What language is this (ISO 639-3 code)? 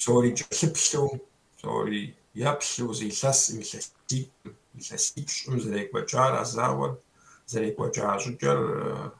kbd